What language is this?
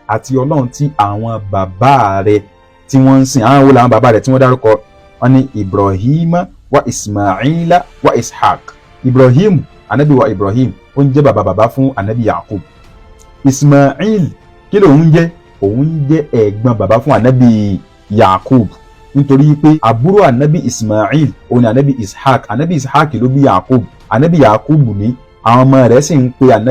Yoruba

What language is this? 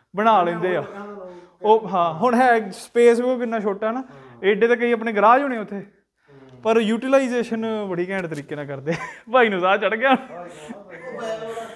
Punjabi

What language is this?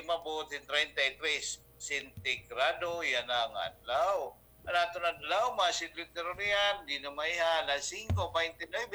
Waray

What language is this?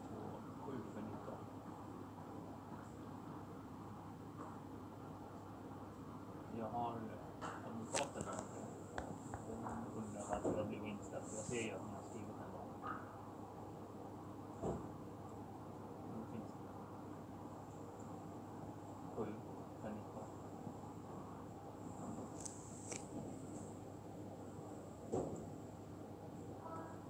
Swedish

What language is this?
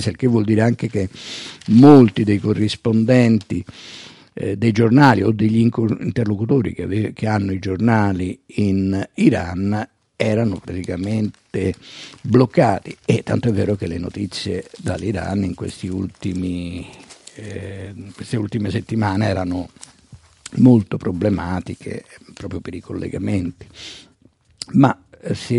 Italian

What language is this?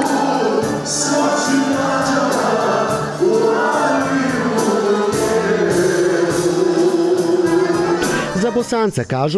Serbian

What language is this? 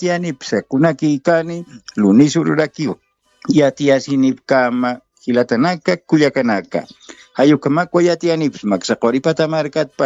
Aymara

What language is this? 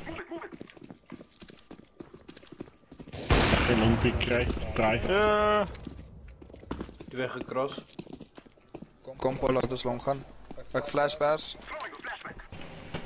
Afrikaans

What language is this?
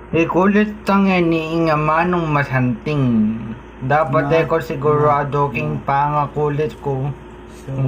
Pampanga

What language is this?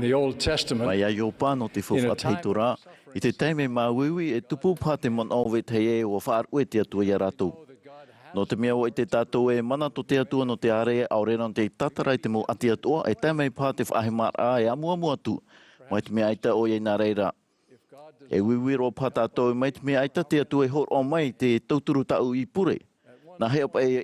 Tahitian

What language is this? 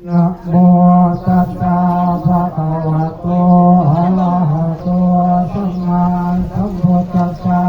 Pali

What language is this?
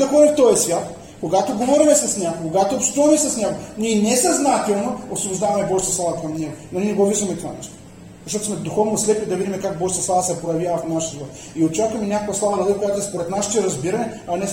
Bulgarian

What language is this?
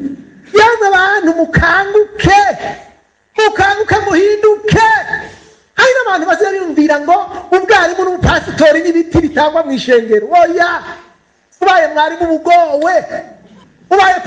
Rundi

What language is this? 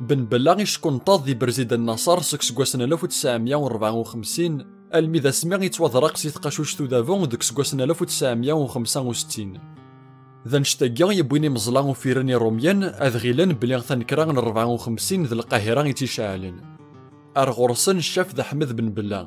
Kabyle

